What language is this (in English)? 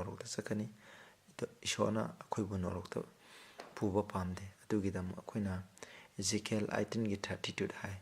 Manipuri